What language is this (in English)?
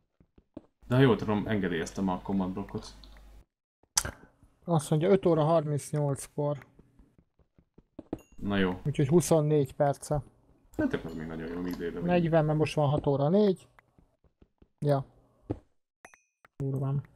Hungarian